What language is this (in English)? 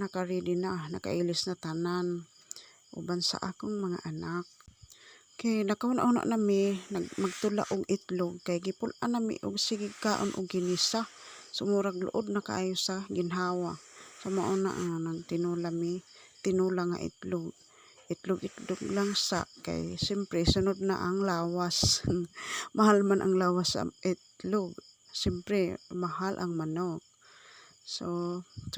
Cebuano